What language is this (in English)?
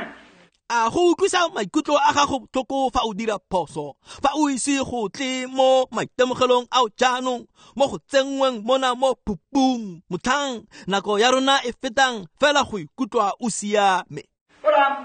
Tswana